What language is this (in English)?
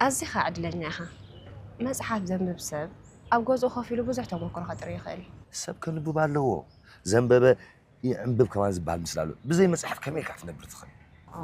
Tigrinya